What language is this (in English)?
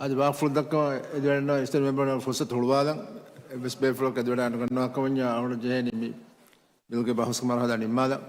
Divehi